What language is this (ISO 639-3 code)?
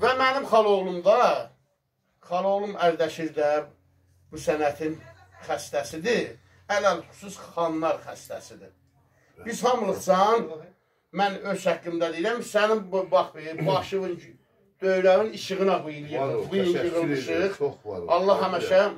azb